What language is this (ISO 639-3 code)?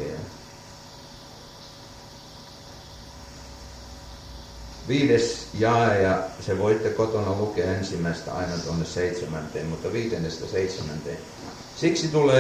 fin